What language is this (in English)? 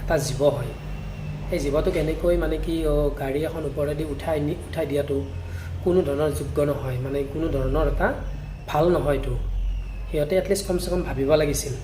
Assamese